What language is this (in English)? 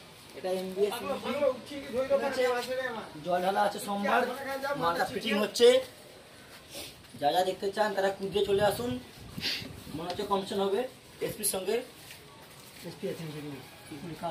Bangla